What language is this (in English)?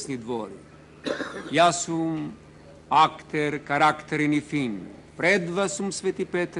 Macedonian